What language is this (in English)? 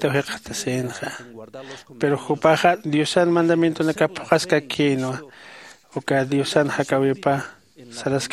Aymara